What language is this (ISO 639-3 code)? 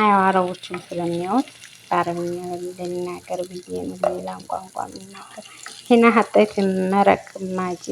amh